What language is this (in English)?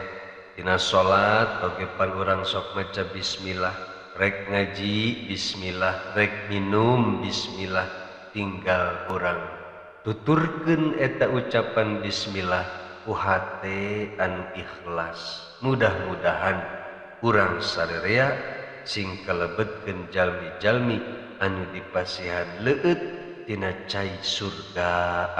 Sundanese